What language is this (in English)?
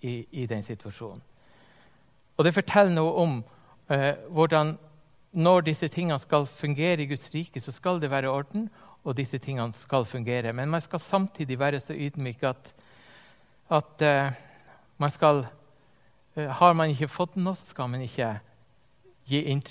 Norwegian